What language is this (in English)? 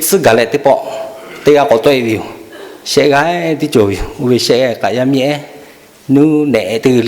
Lahu